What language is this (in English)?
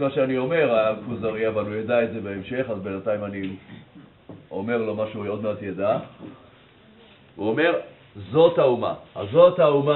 Hebrew